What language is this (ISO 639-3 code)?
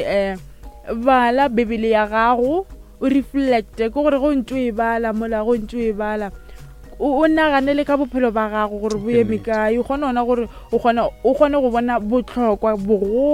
nso